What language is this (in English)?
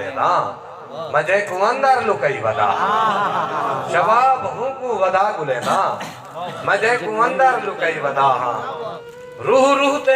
Saraiki